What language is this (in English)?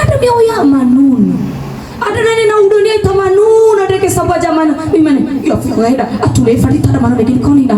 Nias